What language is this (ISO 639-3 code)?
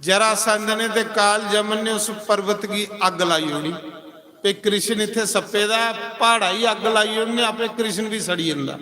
doi